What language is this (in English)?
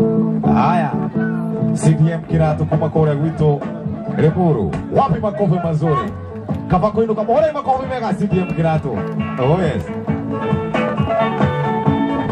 Kikuyu